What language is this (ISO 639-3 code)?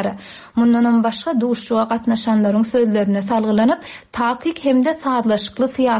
tuk